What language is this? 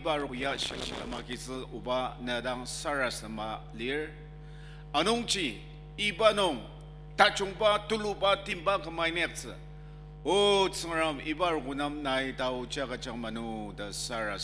Ao Naga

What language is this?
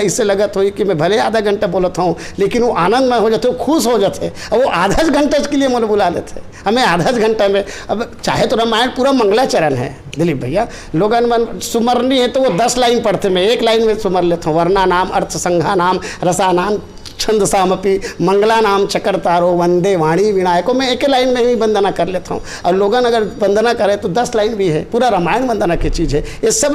Chhattisgarhi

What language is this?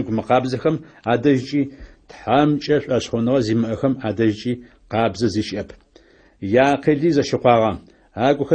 Adyghe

